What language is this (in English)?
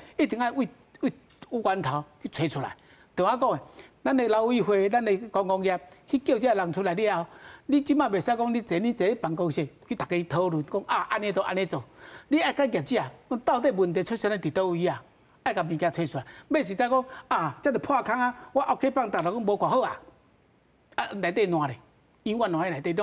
Min Nan Chinese